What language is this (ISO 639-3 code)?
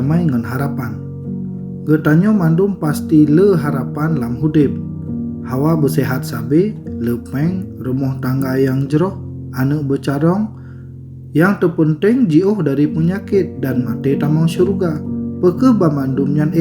ace